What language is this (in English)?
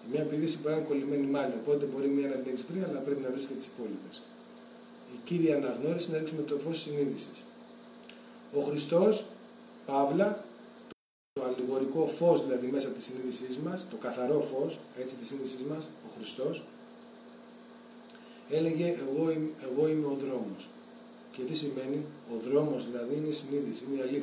Greek